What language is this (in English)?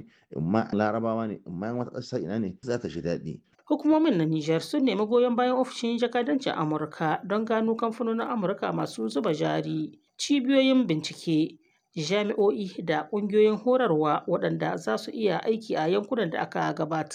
Hausa